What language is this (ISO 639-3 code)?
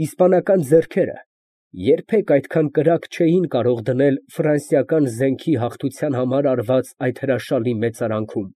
hye